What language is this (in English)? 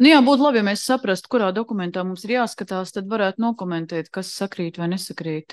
Latvian